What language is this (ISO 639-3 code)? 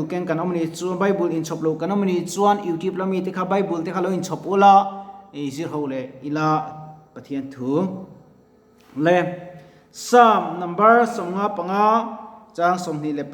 lus